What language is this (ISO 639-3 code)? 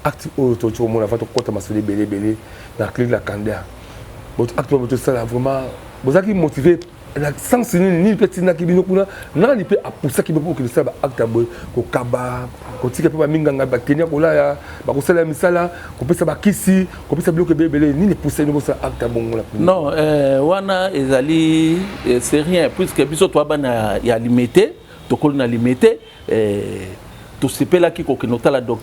lin